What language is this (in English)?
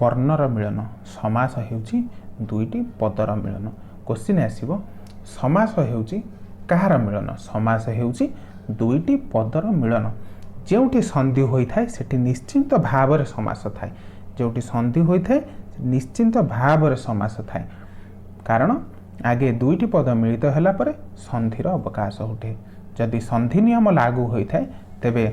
Odia